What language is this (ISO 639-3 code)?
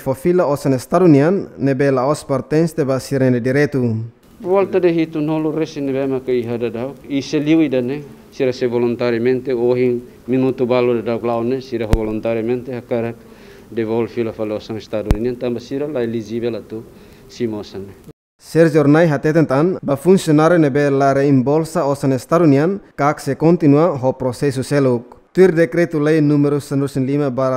tet